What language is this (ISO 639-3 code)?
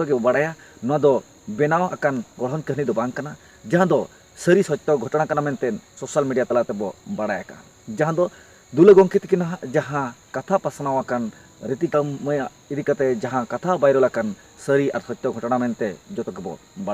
sat